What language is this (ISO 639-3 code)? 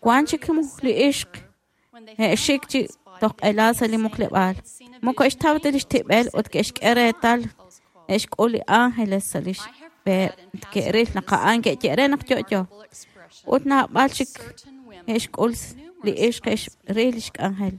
kek